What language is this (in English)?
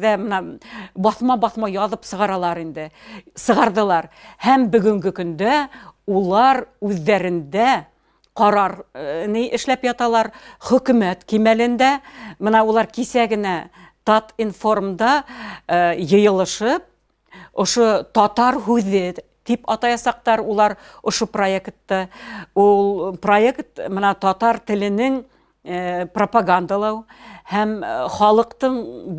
Bashkir